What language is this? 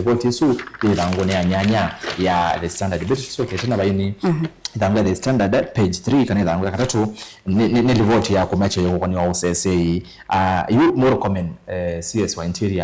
Kamba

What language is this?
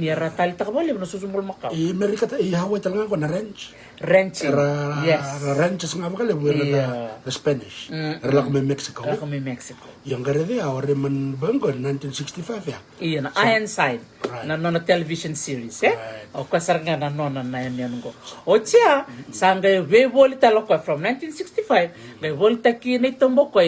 Fijian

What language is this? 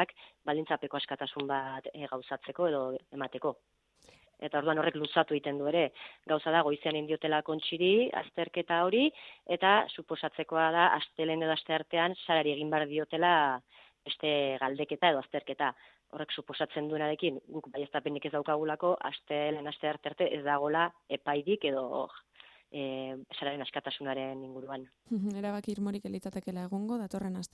Basque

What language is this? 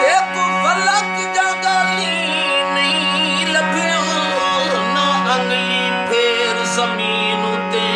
Saraiki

